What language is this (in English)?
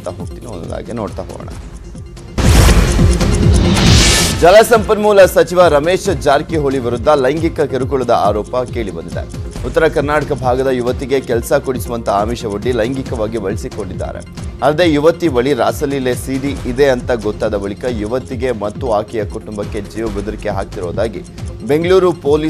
Kannada